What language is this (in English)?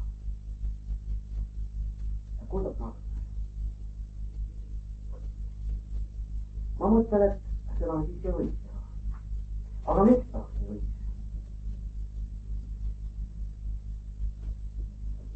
Estonian